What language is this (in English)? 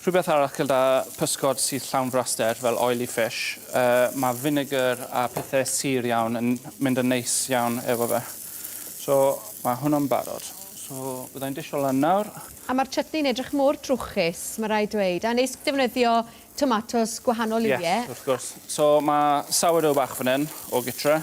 Welsh